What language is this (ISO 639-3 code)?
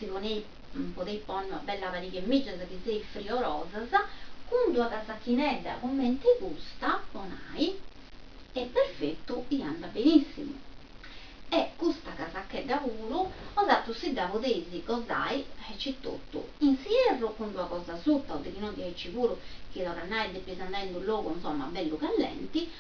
srd